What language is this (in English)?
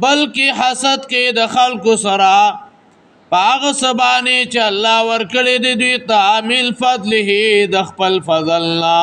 Pashto